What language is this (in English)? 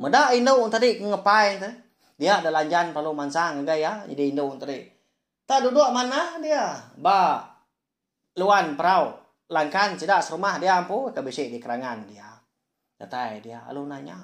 Iban